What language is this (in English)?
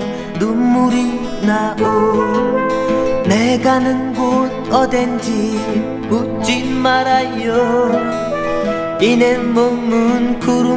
Korean